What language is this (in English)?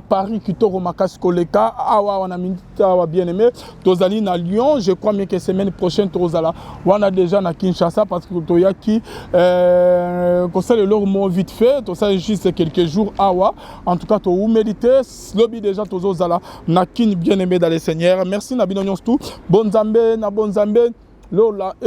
Lingala